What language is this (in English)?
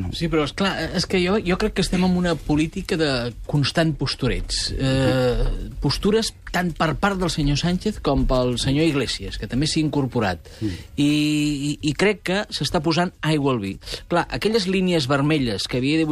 Catalan